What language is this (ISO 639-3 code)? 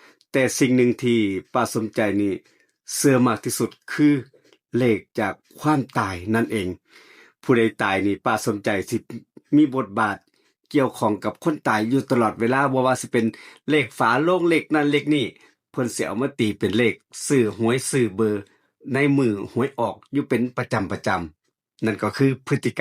tts